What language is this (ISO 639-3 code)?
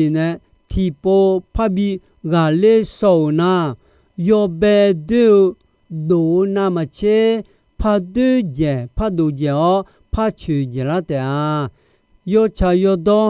ahk